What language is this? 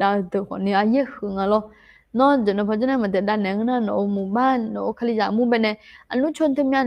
Akha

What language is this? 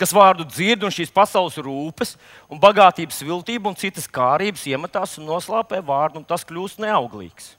Latvian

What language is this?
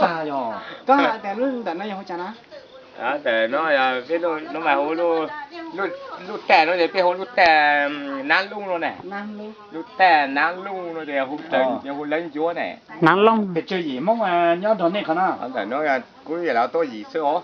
Hmong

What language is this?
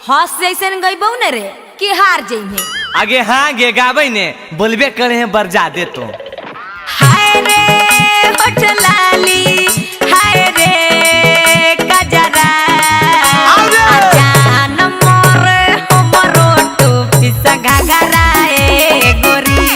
Magahi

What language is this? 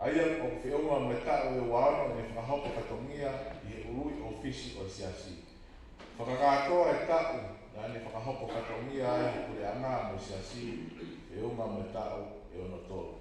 Tongan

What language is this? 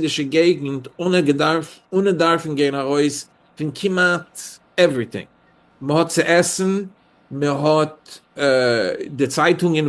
Yiddish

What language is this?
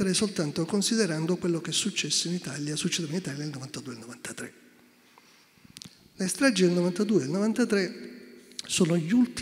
Italian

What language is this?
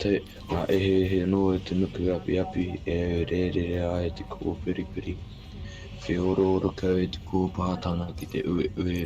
Māori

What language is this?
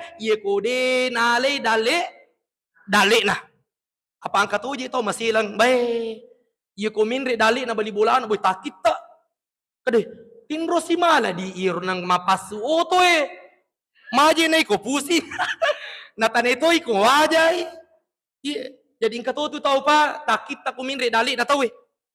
Buginese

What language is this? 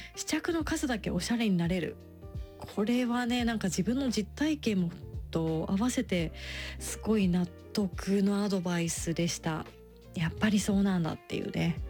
Japanese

